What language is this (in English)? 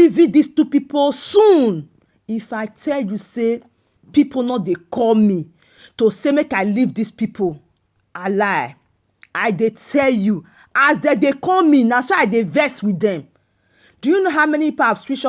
Nigerian Pidgin